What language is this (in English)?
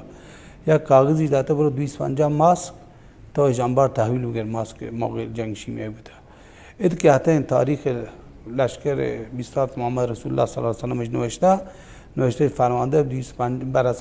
Baluchi